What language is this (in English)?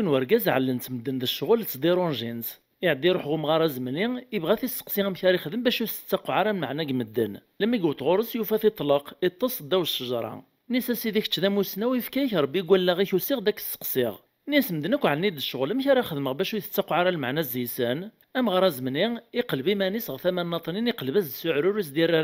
Kabyle